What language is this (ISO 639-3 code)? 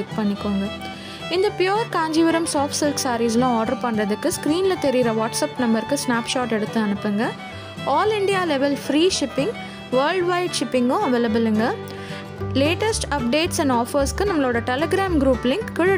tam